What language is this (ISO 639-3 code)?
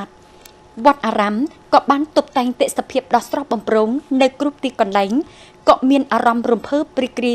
khm